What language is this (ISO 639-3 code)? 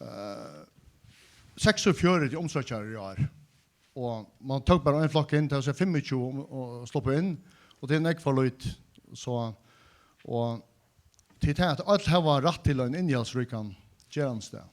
fao